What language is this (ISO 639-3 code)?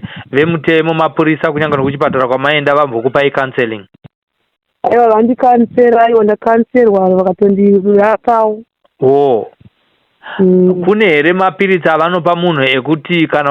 sna